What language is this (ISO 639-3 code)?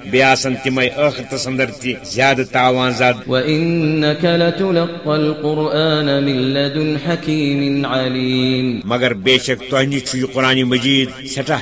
kas